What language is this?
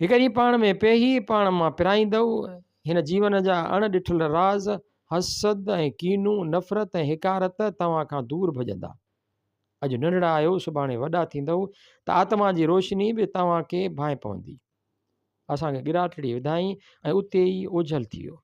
Sindhi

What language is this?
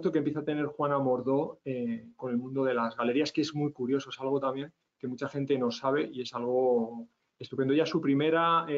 Spanish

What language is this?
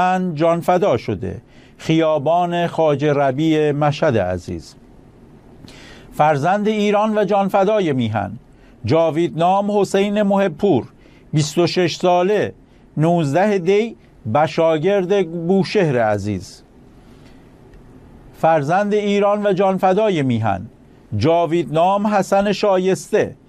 Persian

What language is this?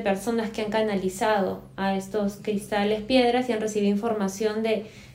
Spanish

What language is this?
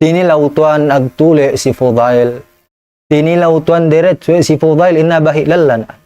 Tausug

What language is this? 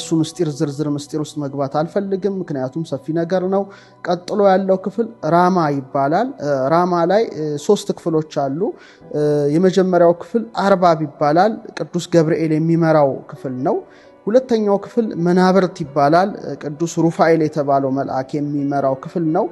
Amharic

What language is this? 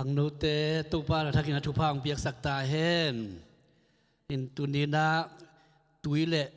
Tedim Chin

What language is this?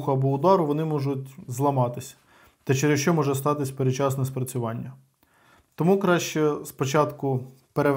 Ukrainian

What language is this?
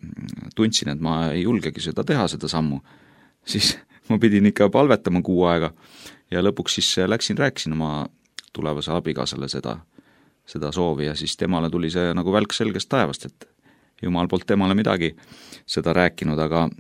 Estonian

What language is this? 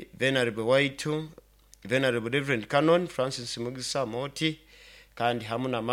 Nyoro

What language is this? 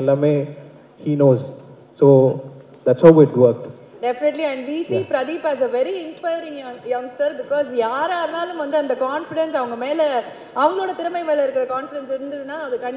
Tamil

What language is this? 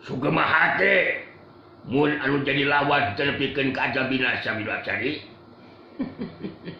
Sundanese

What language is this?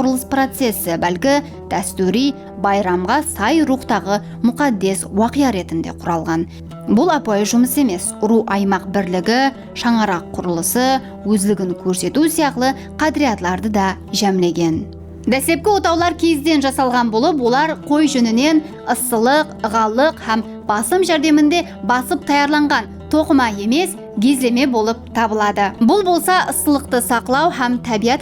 Kara-Kalpak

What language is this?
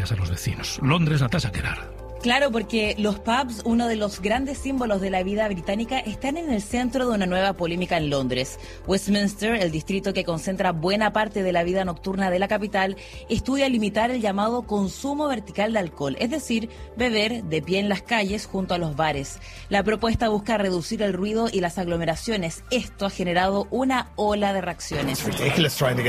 Spanish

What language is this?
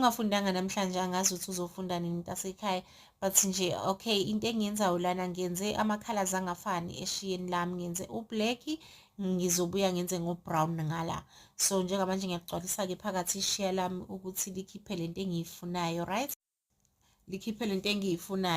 Zulu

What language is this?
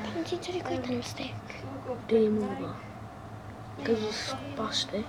Welsh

